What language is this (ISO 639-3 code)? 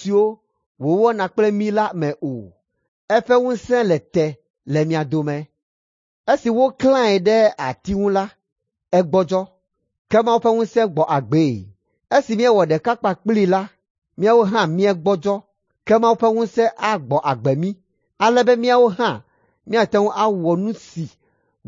ewe